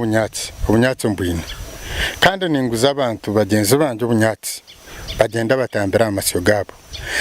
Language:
Nyankole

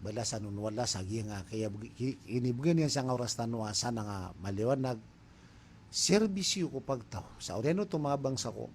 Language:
Maranao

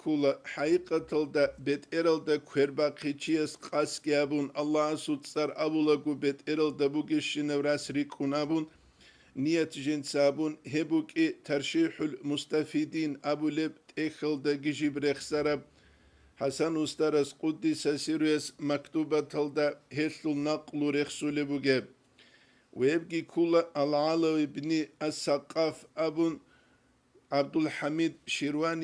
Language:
Avaric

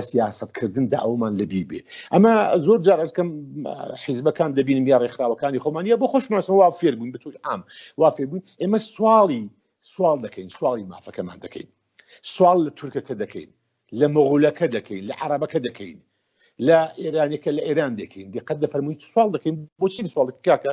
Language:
Central Kurdish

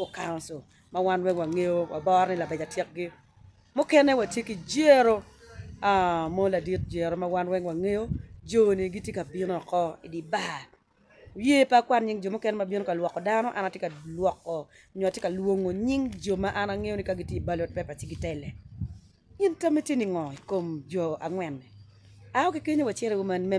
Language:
Acoli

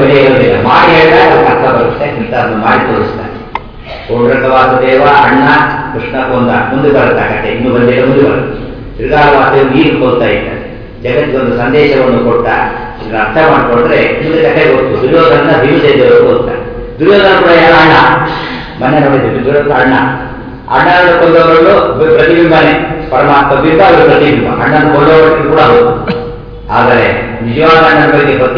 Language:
Kannada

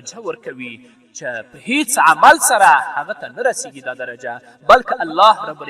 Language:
Pashto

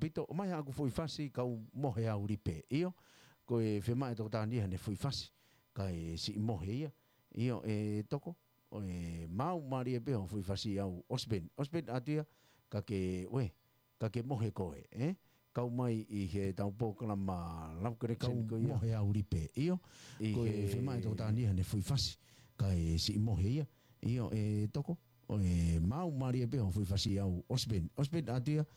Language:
Tongan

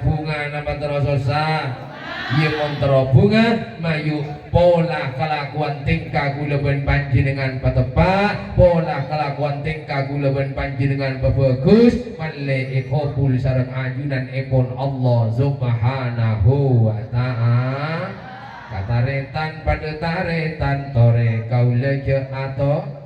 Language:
Madurese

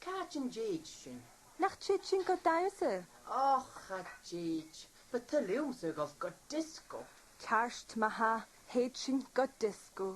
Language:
Scottish Gaelic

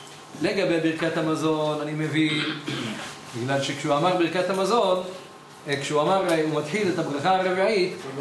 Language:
Hebrew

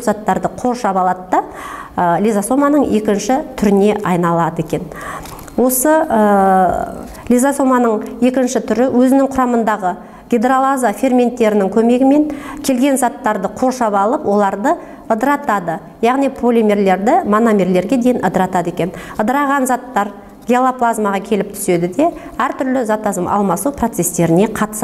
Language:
Kazakh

